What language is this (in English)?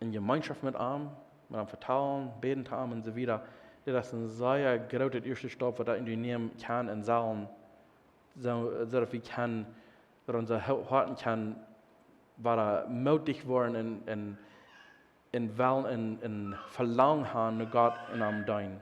Plautdietsch